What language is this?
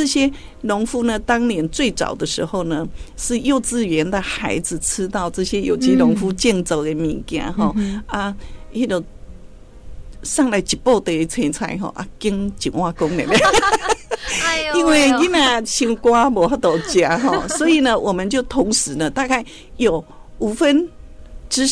Chinese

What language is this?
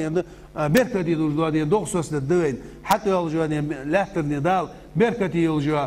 Ingush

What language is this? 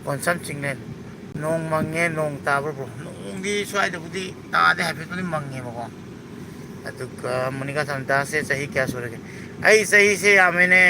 Manipuri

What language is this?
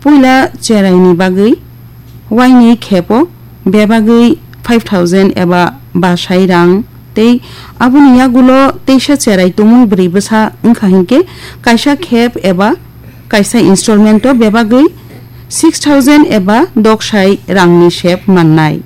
Kok Borok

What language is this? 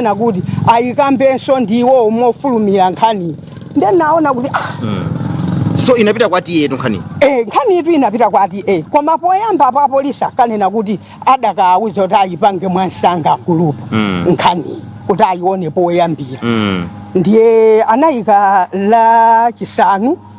Nyanja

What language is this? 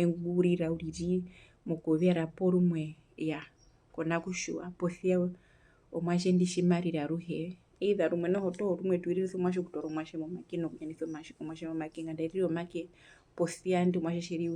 Herero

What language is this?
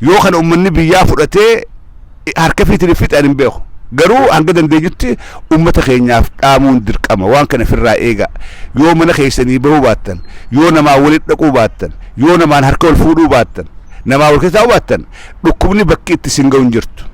Oromo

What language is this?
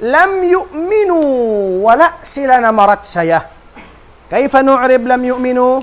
Tausug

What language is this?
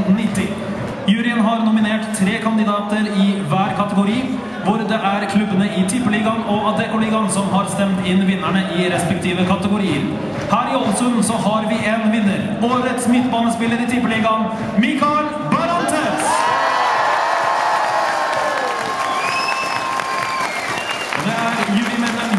Norwegian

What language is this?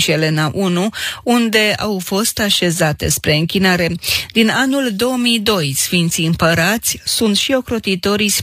Romanian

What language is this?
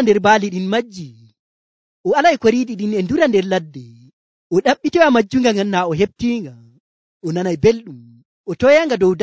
Nigerian Fulfulde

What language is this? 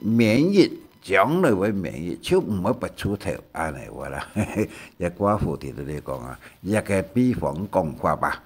Hakka Chinese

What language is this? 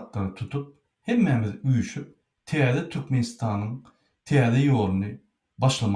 Turkmen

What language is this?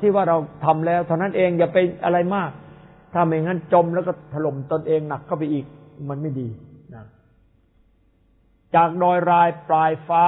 Thai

